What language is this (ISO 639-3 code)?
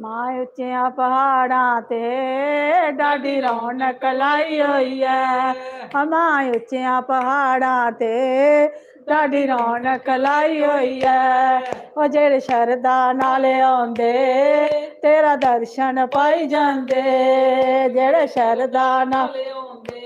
doi